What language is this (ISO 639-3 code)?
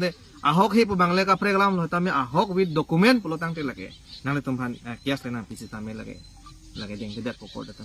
mjw